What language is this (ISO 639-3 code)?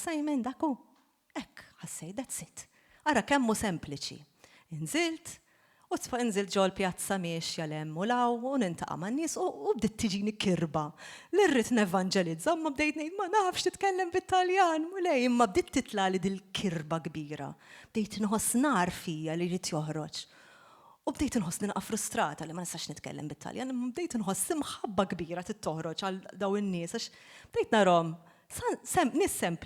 mlt